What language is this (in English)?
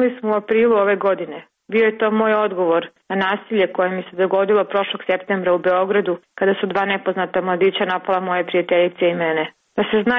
Serbian